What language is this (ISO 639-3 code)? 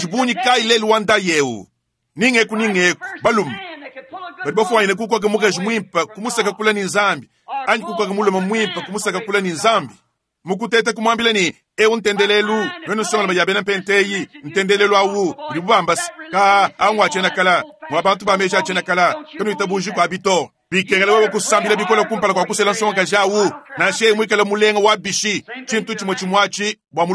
lua